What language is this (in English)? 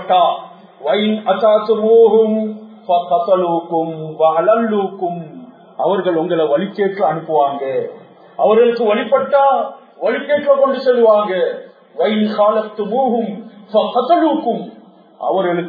Tamil